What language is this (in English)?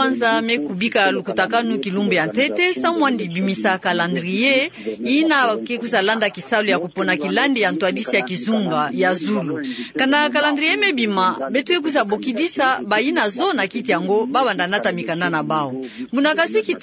Kituba (Democratic Republic of Congo)